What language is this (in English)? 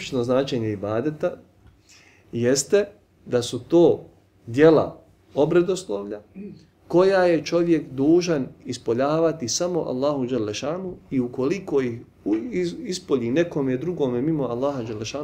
Bosnian